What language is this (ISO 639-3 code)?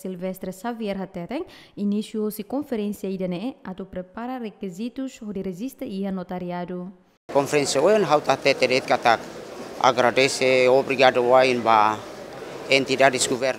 tet